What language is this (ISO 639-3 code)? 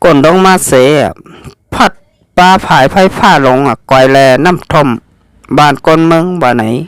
shn